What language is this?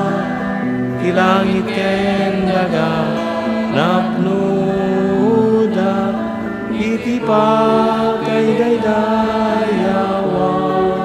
Iloko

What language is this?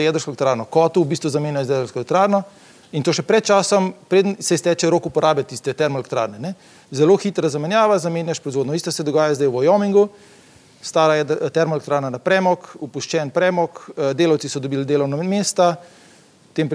Slovenian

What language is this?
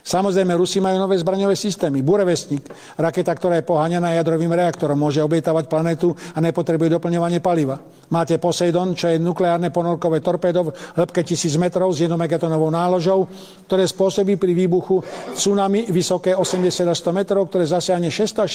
Slovak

